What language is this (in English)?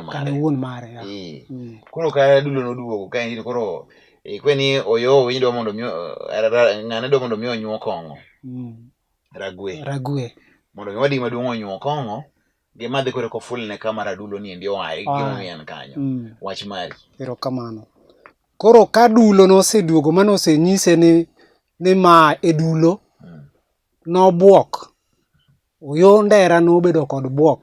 Luo (Kenya and Tanzania)